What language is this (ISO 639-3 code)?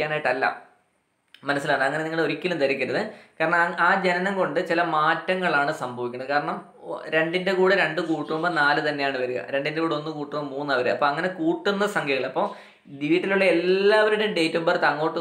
mal